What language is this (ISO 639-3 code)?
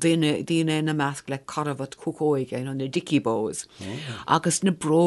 gle